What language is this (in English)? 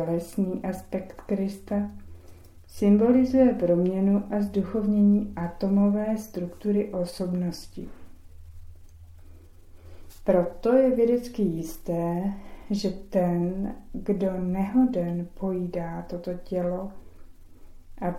Czech